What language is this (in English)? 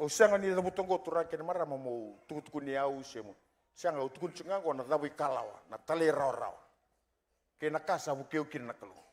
Fijian